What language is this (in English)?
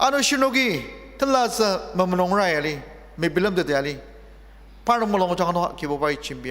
Ao Naga